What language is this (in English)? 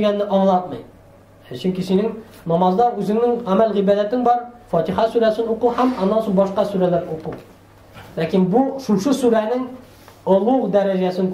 Tatar